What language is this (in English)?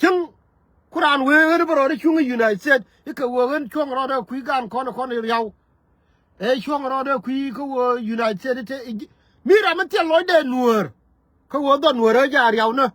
Nuer